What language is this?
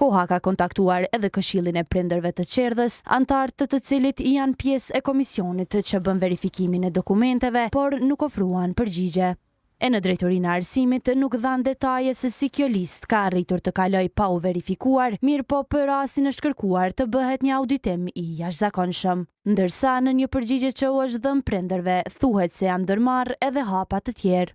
Albanian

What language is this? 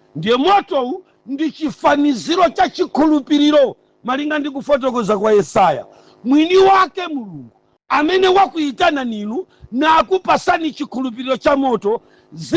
Nyanja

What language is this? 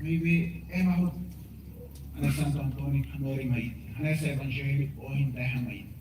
Tetum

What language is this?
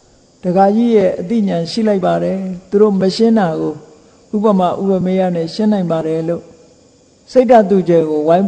Burmese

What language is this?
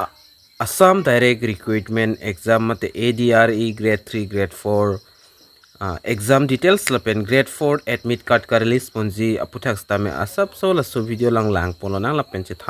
Karbi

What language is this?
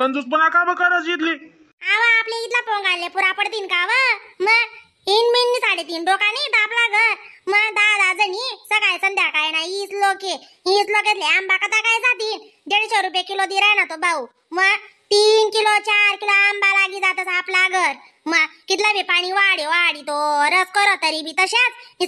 Khandesi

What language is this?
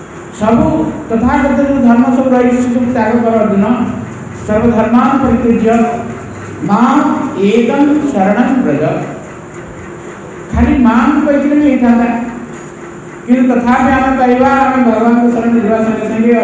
Odia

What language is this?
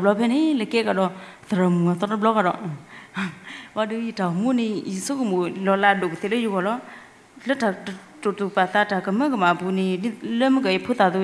S'gaw Karen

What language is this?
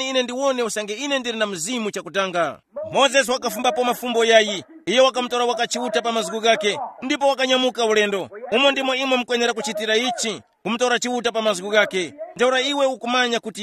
Tumbuka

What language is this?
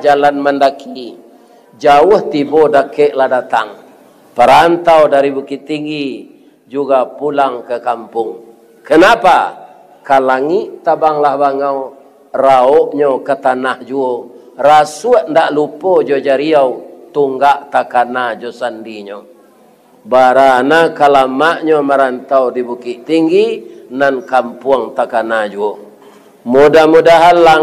Minangkabau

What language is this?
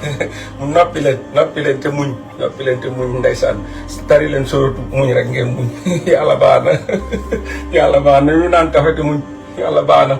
Wolof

